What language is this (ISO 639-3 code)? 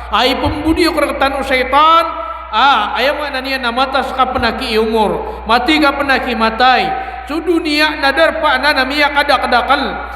mrw